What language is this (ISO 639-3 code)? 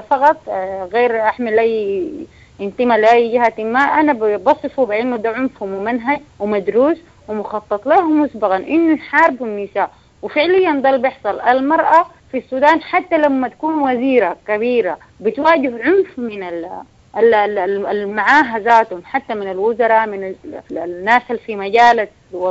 apd